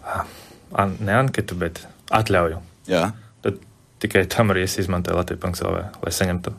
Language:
Latvian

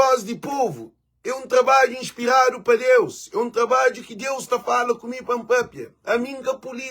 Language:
Kabuverdianu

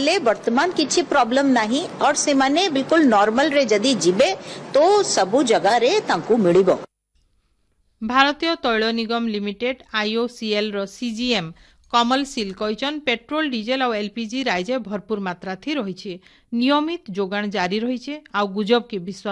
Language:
Odia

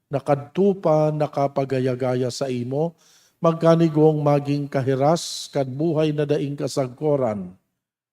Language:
Bikol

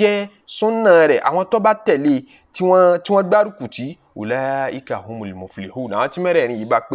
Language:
Yoruba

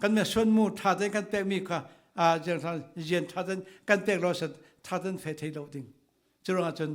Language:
Falam Chin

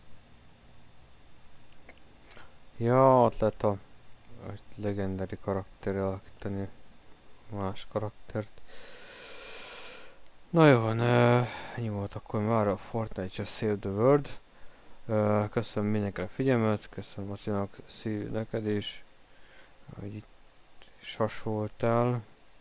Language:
Hungarian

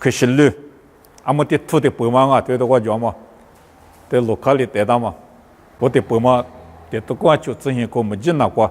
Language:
Lisu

